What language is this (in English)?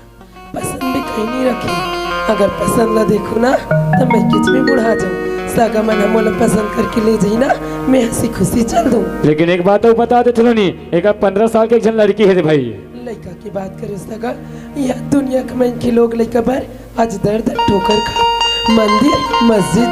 Chhattisgarhi